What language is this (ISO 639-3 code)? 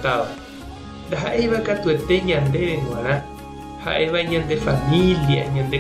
grn